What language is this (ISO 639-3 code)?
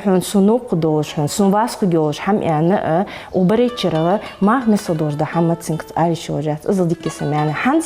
inh